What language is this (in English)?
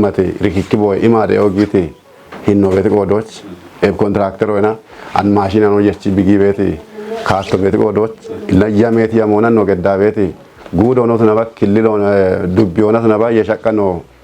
Kafa